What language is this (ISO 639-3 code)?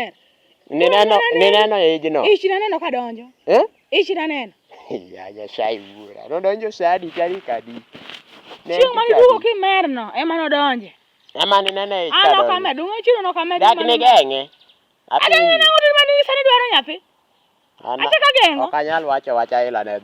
luo